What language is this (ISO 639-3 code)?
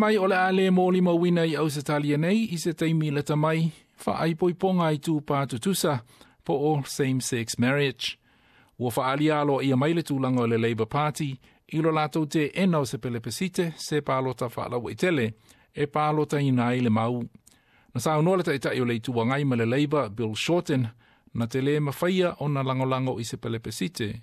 smo